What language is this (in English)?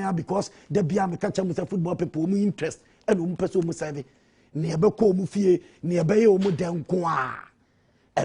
Akan